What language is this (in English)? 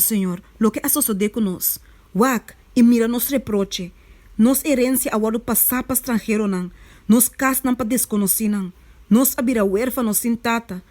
Papiamento